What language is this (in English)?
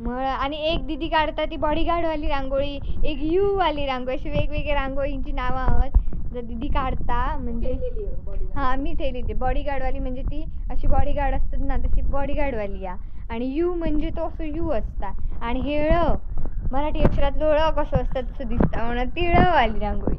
Konkani